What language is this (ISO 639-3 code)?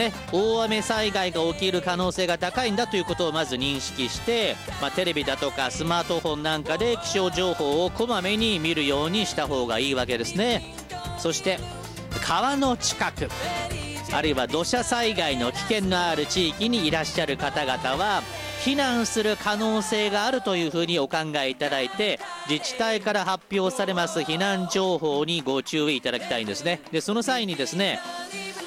jpn